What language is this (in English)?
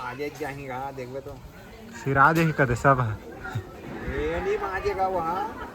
Chhattisgarhi